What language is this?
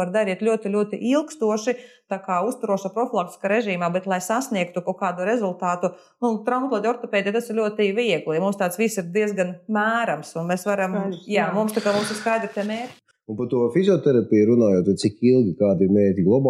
Latvian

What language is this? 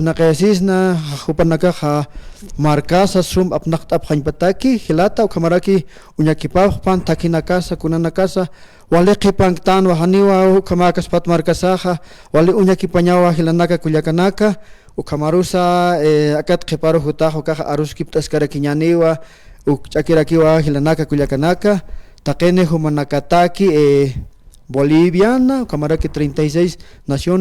Aymara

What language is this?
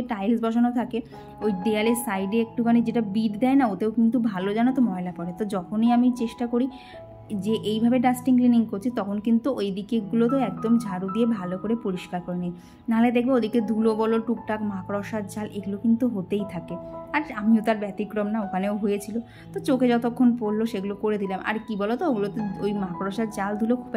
Bangla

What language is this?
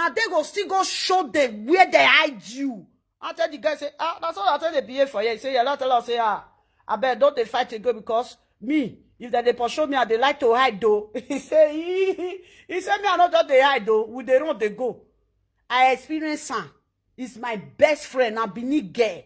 Nigerian Pidgin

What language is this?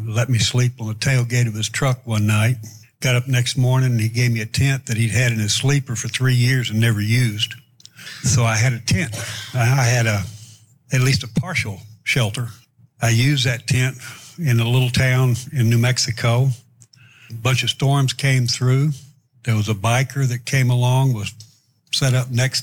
English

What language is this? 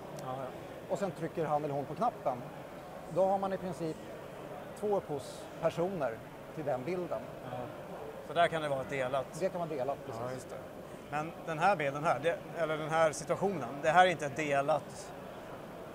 Swedish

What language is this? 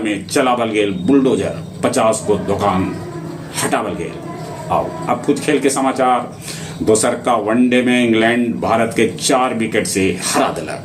Magahi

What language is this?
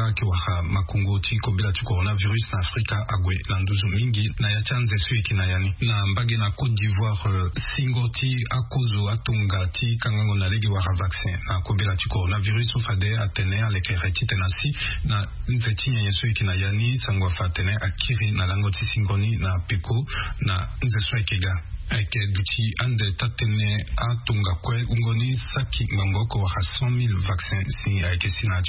Sango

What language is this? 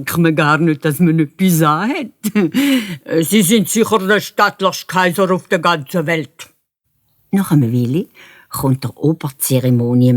Swiss German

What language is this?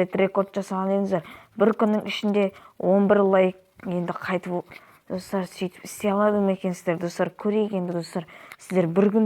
Kazakh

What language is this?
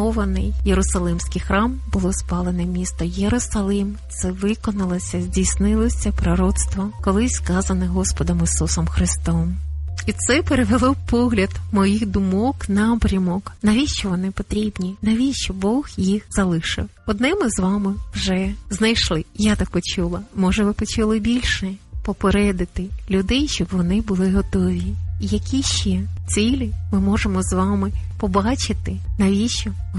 Ukrainian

